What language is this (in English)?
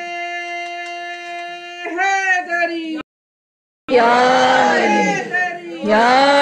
Urdu